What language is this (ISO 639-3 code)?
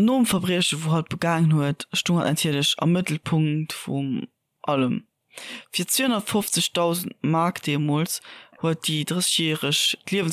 ltz